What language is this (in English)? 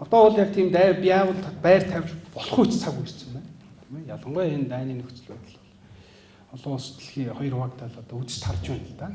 Mongolian